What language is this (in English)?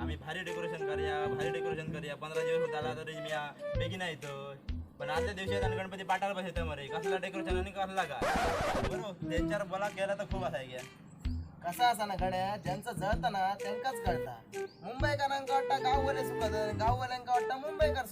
Konkani